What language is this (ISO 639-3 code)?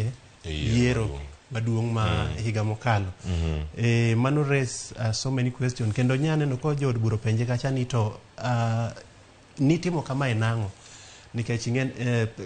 luo